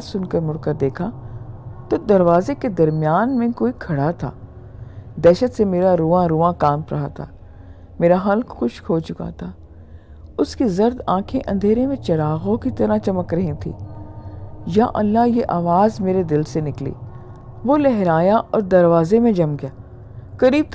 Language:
Urdu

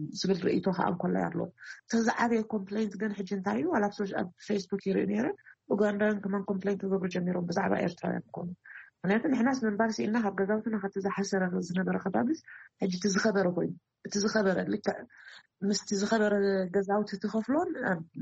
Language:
Tigrinya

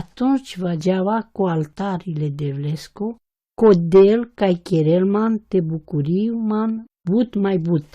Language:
Romany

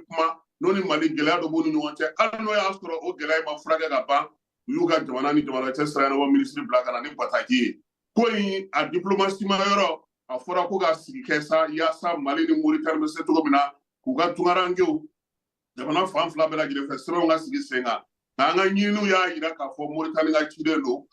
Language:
Bambara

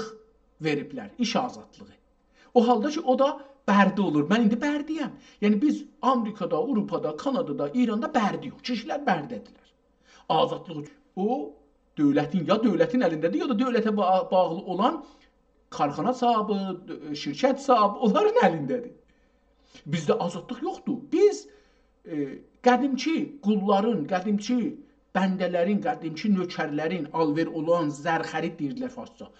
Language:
South Azerbaijani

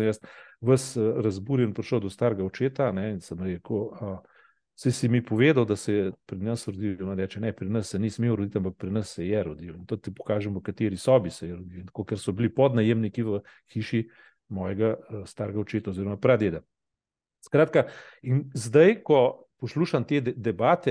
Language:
Slovenian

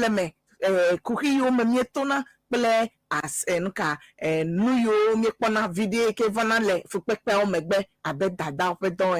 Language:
Ewe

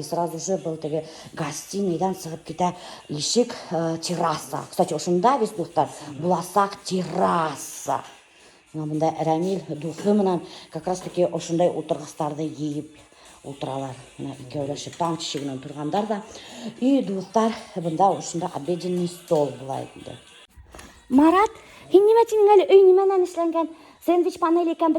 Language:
Bashkir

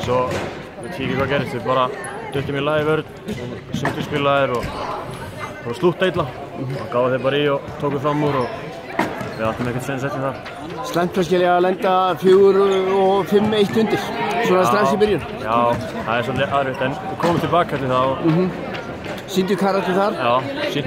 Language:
Icelandic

